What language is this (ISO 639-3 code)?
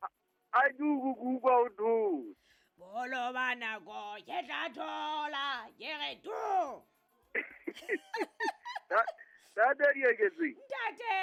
sot